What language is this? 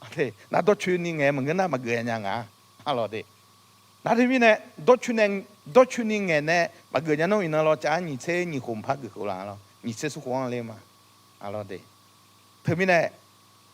Akha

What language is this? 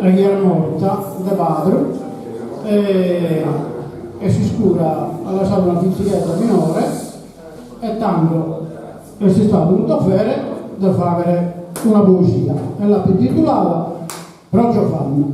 Sardinian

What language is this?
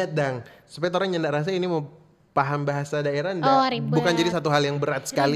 Manado Malay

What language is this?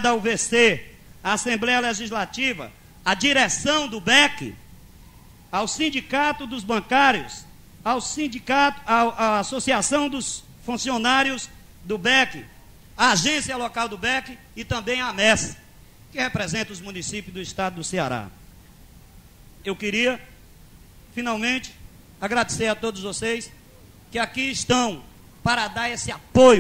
Portuguese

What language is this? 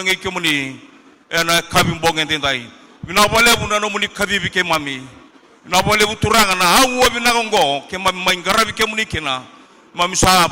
Fijian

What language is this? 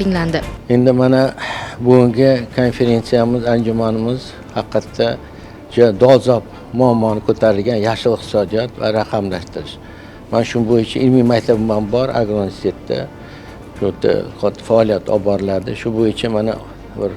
Uzbek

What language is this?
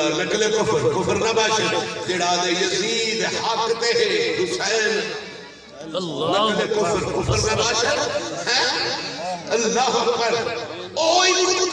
Saraiki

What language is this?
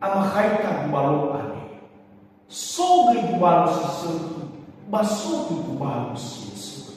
Nias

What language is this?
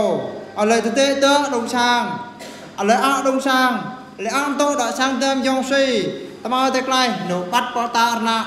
Eastern Bru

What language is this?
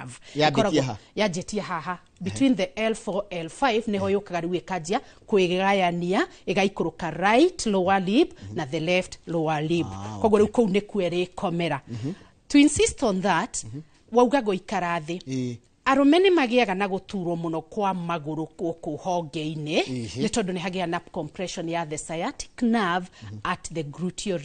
Kikuyu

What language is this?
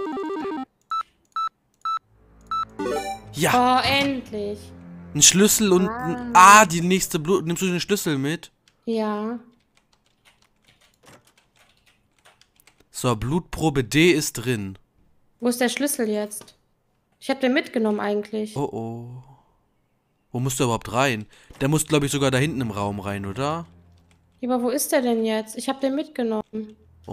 German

